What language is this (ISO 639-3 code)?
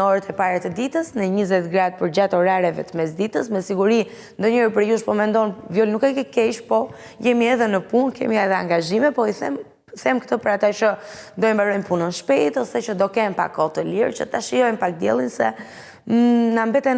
sqi